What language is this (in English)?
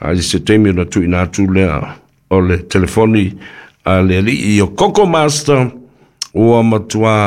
Samoan